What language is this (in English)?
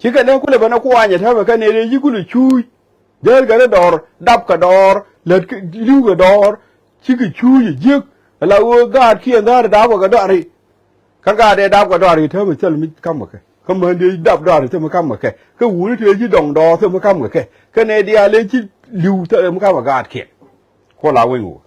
Nuer